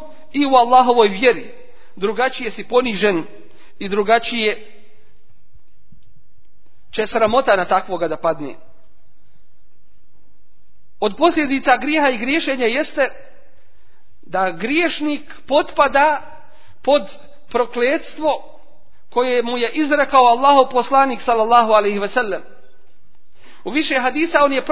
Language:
Bosnian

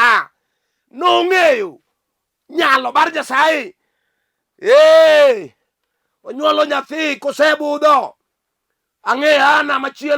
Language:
Luo (Kenya and Tanzania)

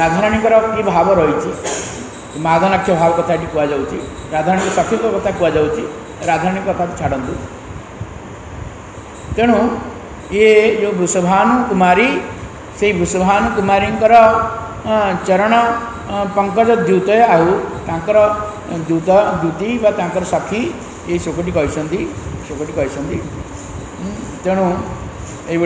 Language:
Odia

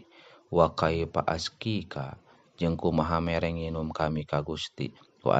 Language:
Sundanese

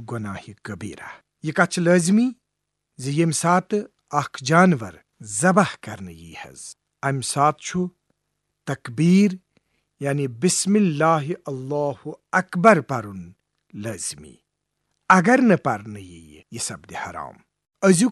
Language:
Kashmiri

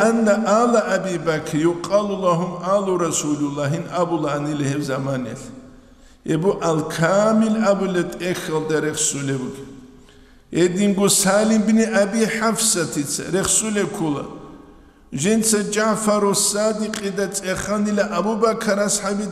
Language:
Avaric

